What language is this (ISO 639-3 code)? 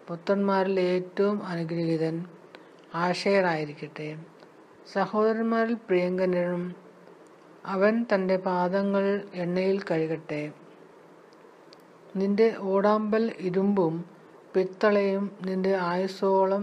mal